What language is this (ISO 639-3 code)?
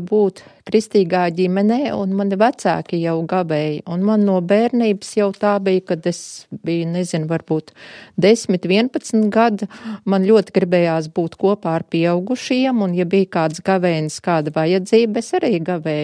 lav